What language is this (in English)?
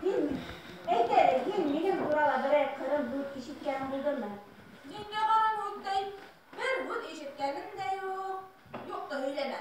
Bashkir